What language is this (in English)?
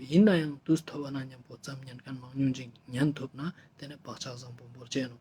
Ladakhi